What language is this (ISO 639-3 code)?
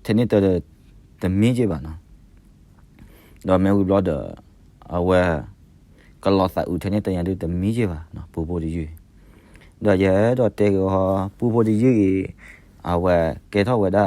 ksw